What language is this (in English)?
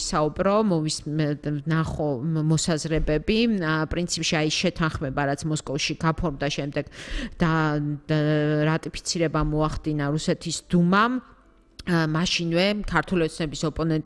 Georgian